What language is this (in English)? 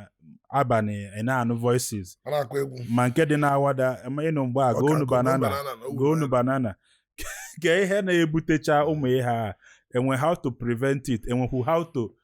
Igbo